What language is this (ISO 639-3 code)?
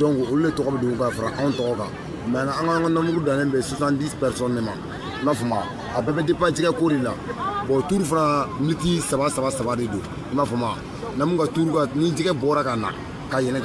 bam